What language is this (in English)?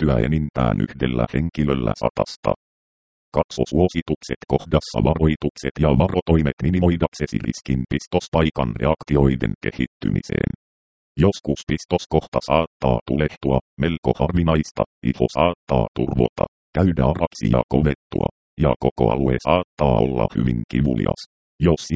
Finnish